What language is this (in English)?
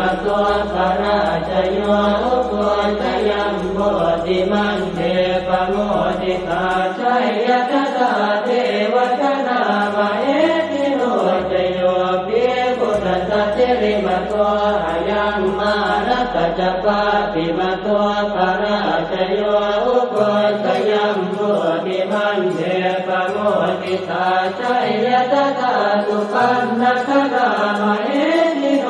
Pali